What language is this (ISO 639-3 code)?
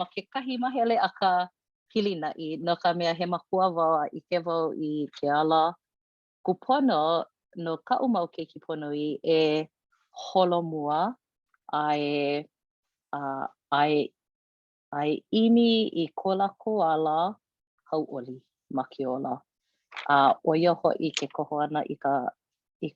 haw